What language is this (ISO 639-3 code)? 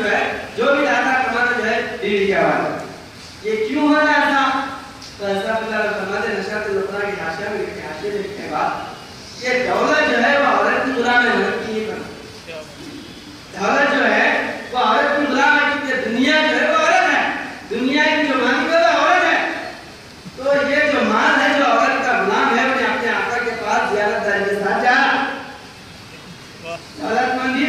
urd